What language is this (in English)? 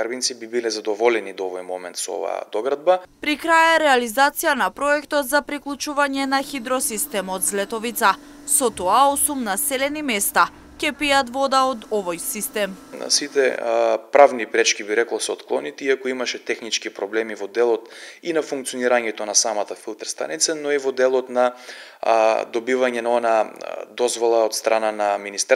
Macedonian